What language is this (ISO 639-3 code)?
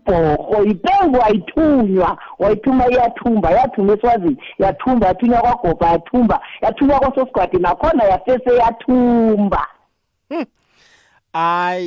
nbl